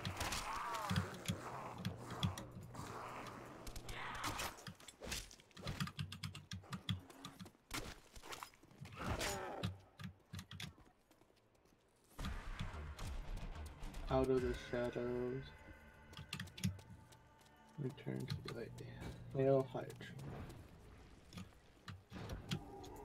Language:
English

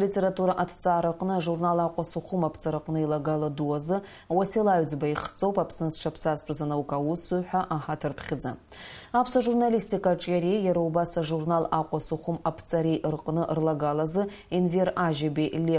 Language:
Abkhazian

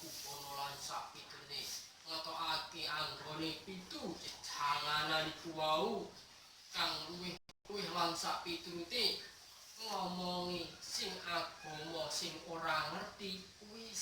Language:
Javanese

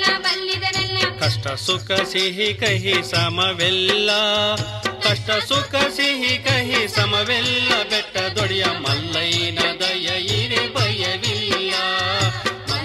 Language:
Kannada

